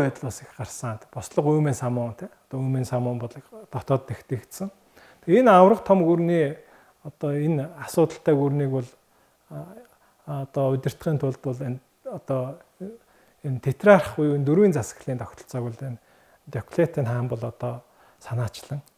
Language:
Mongolian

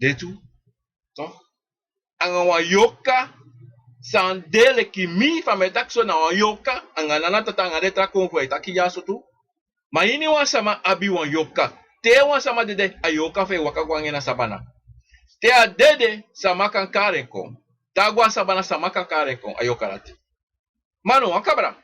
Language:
Sranan Tongo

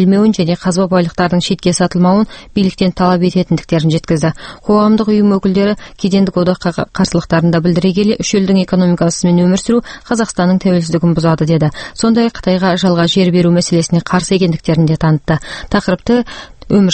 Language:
Kazakh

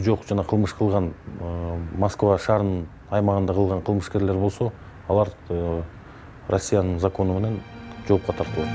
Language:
Kyrgyz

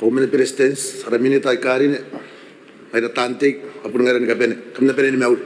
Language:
Gilbertese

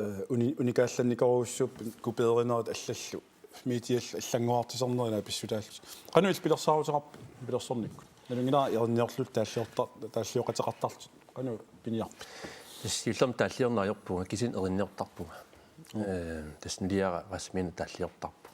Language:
Kalaallisut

